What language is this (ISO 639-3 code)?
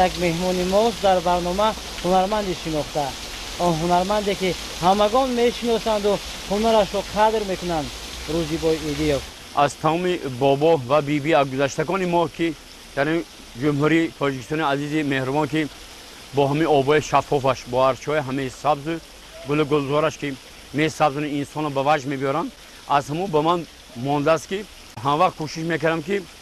tgk